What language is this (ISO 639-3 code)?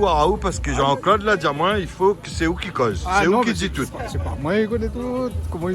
rcf